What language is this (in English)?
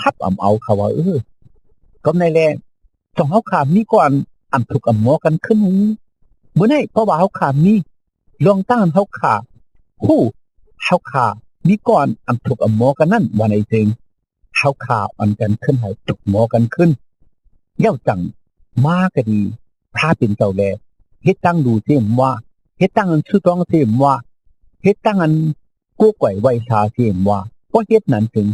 Shan